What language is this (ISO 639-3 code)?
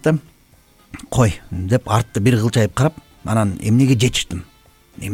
kir